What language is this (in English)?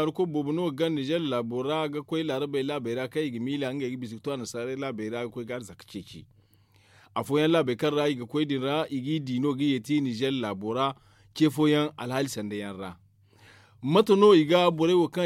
Zarma